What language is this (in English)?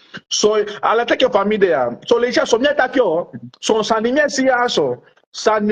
Sranan Tongo